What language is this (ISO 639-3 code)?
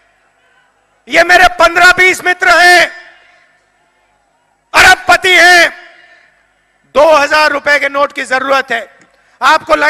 hin